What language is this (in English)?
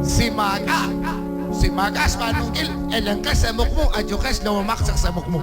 Kekchí